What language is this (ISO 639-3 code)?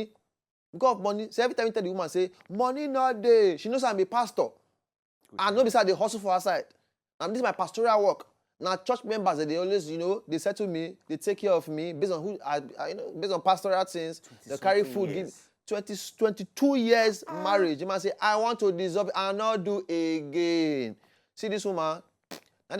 pcm